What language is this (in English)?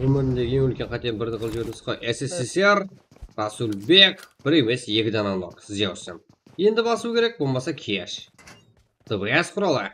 Kara-Kalpak